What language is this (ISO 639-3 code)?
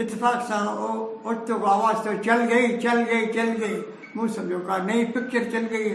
snd